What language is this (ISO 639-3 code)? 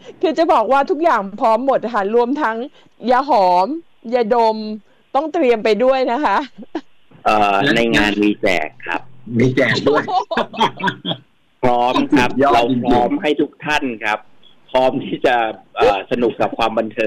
tha